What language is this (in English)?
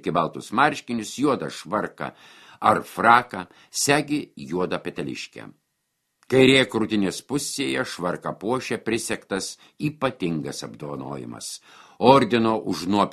Lithuanian